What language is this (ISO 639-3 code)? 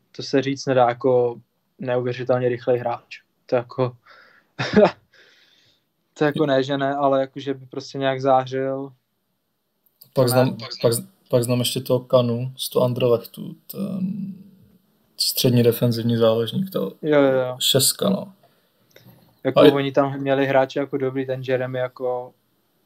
ces